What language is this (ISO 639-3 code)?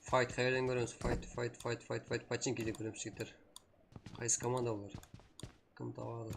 kaa